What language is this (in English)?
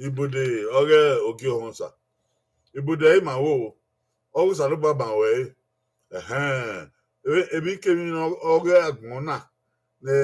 Bini